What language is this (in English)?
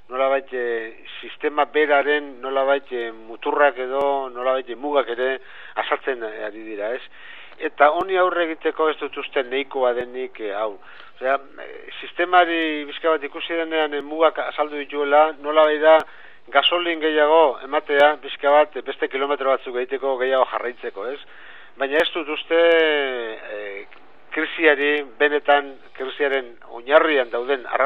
Basque